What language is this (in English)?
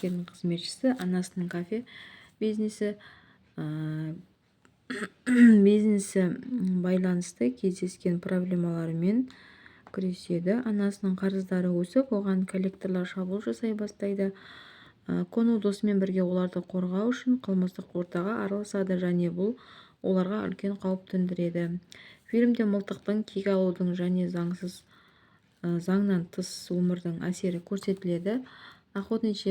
Kazakh